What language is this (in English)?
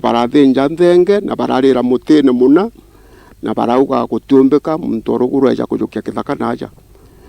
Meru